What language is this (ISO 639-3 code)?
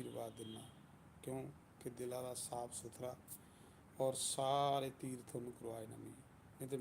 doi